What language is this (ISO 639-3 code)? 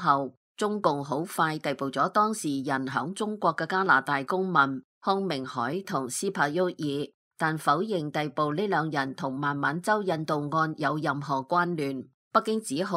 yue